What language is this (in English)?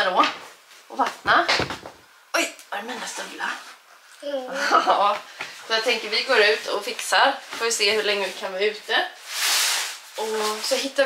Swedish